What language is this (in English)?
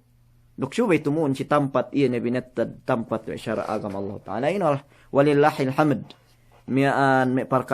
Yakan